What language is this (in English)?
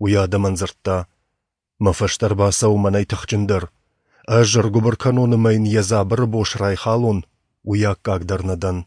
Ossetic